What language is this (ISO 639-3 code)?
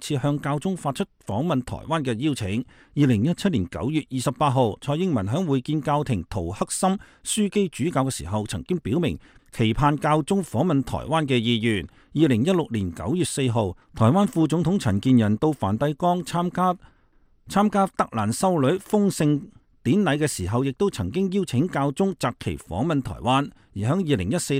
yue